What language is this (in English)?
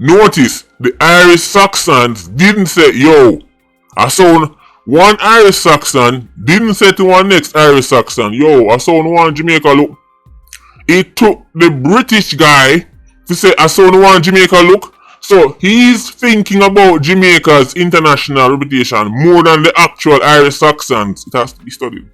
Jamaican Creole English